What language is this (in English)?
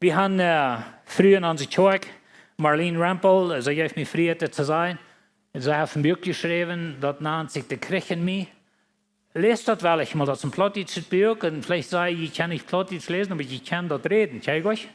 Plautdietsch